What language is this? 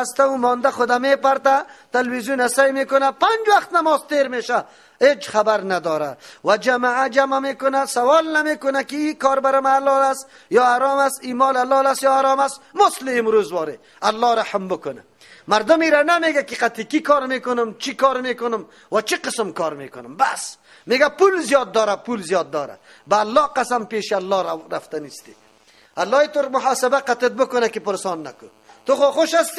Persian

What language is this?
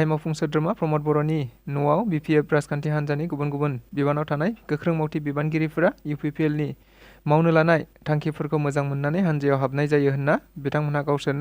Bodo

